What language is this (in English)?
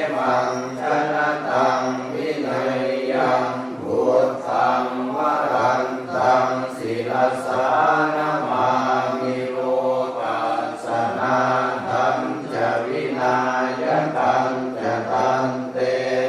Pali